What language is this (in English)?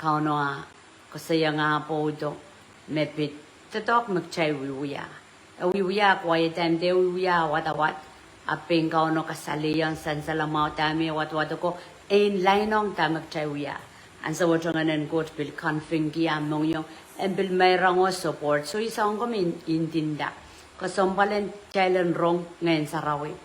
Pohnpeian